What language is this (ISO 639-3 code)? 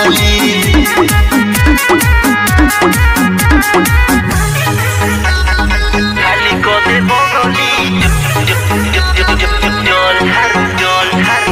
bho